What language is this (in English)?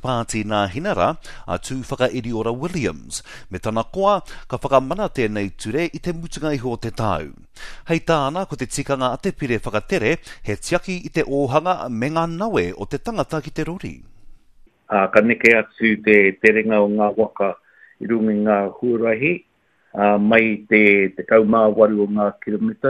Māori